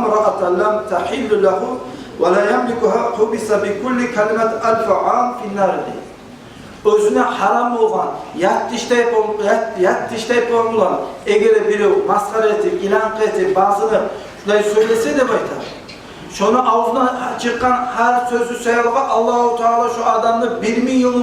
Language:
Kumyk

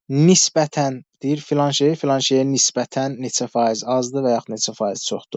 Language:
Azerbaijani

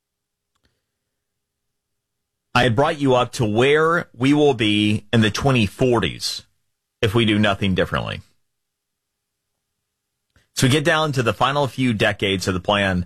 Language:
English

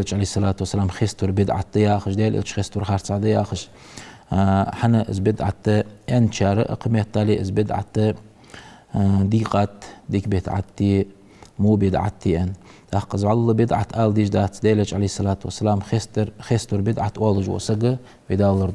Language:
Ingush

